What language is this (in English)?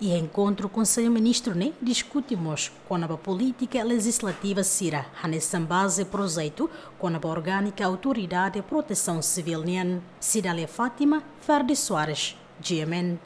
Tetum